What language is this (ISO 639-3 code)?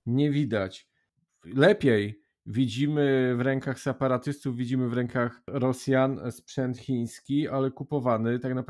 pol